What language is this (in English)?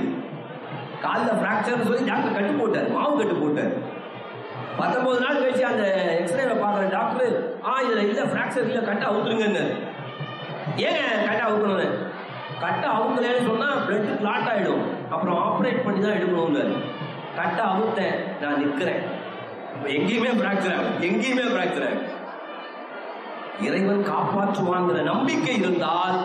Tamil